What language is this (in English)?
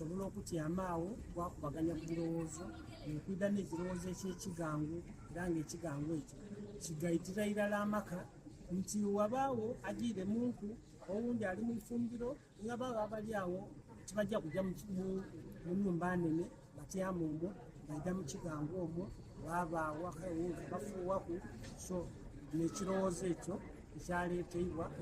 Soga